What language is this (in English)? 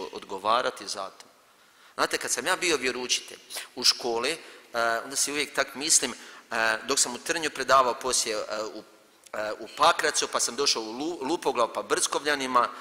Croatian